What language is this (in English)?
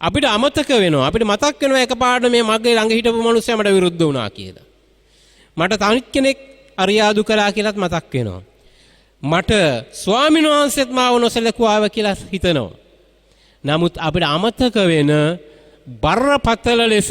Sinhala